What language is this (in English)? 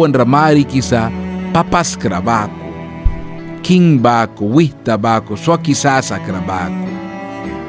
Mískito